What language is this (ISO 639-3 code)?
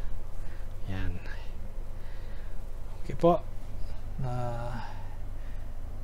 fil